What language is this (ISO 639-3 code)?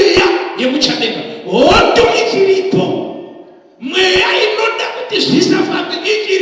sna